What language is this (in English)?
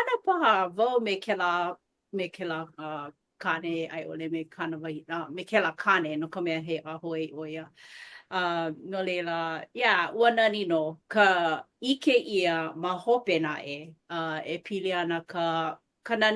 Hawaiian